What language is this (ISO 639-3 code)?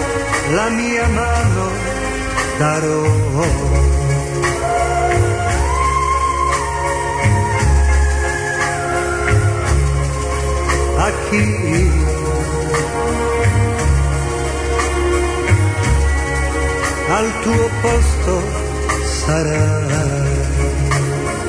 ita